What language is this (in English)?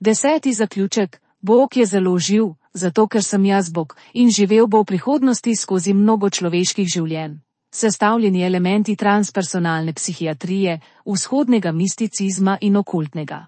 Slovenian